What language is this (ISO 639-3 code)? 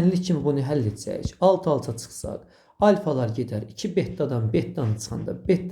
aze